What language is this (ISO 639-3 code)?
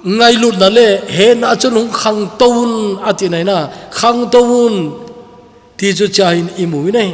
tcz